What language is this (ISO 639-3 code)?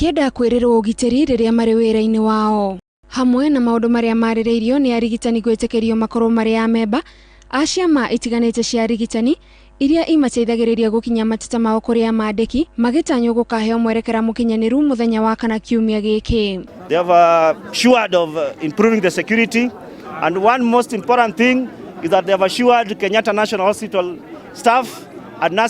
kik